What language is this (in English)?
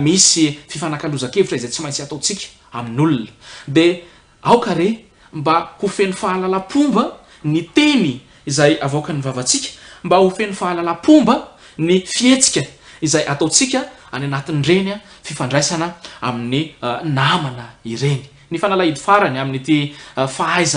Malagasy